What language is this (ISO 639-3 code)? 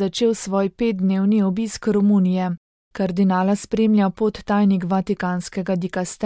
slv